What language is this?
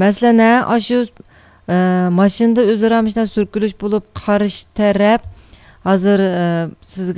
Uyghur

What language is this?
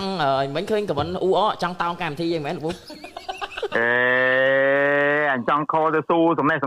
Khmer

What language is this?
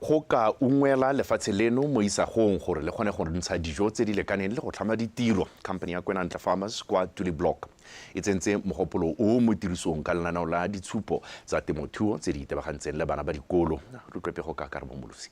Tswana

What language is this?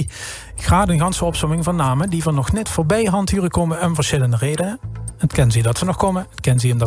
Limburgish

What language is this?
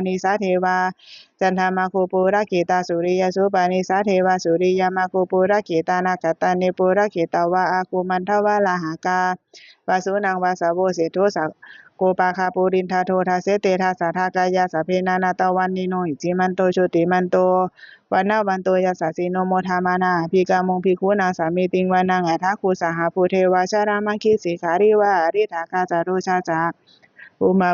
Pali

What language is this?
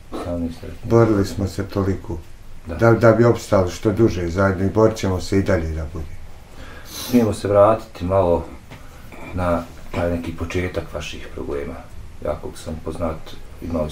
Bosnian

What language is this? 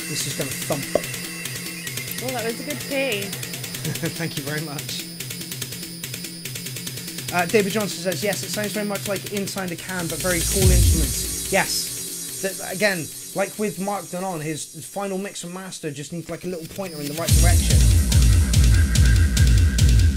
English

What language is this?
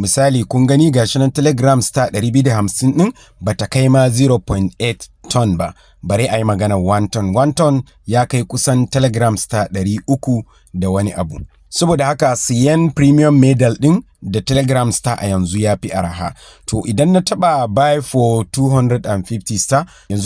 Hausa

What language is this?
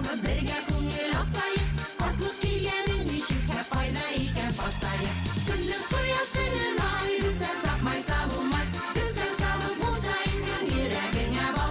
Bashkir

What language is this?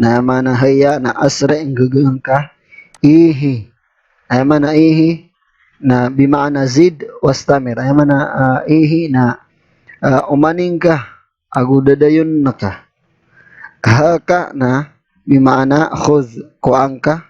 Maranao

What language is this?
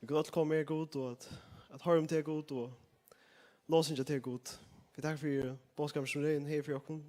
Faroese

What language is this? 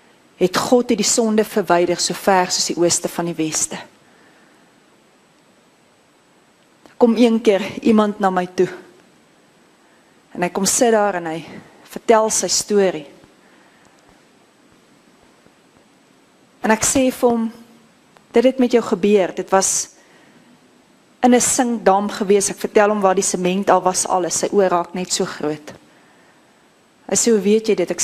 Afrikaans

